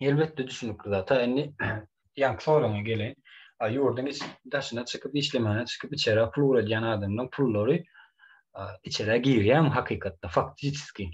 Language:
Turkmen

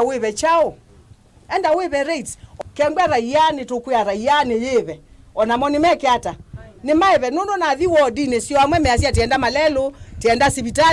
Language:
Kamba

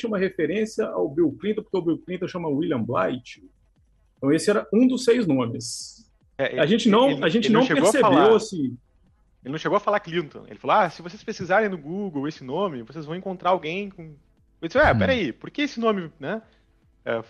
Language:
Portuguese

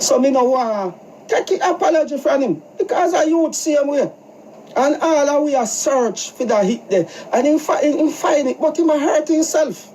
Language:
Jamaican Creole English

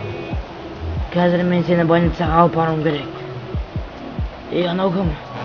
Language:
Kazakh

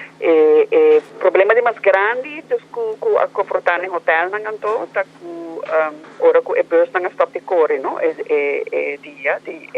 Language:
Papiamento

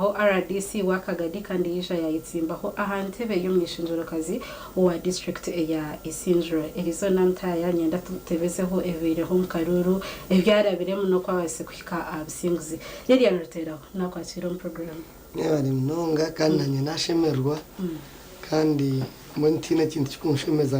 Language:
Nyankole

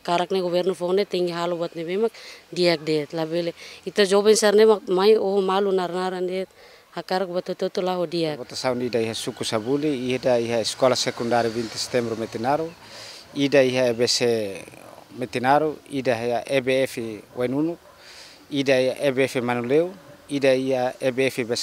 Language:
Tetum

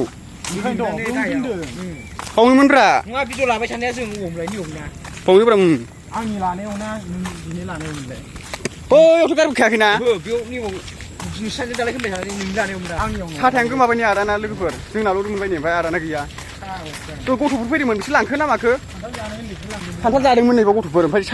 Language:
Bodo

